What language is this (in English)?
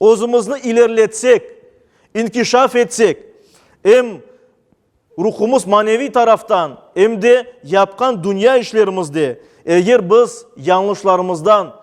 Crimean Tatar